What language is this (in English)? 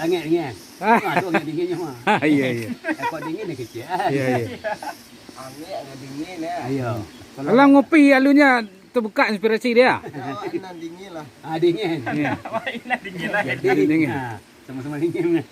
Minangkabau